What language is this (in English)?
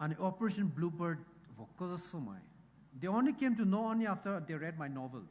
Poumei Naga